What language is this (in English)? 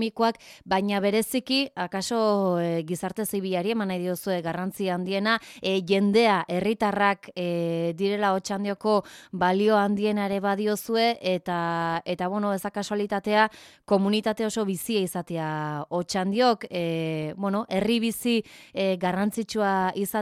Basque